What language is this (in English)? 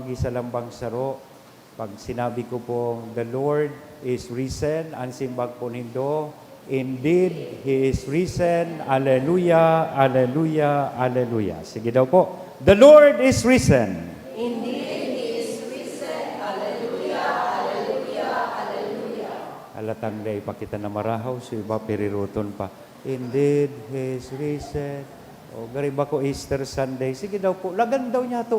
Bikol